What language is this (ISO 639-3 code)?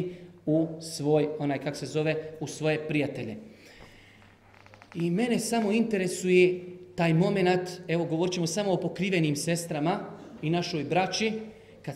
bos